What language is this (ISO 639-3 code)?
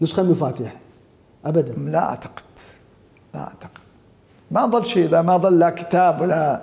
acm